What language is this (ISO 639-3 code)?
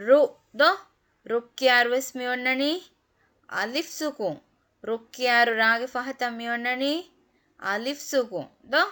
div